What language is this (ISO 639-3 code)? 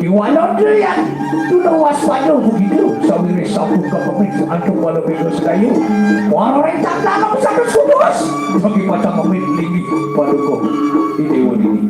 ban